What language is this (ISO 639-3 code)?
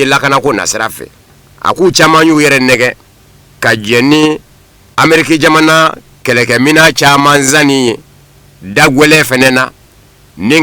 bam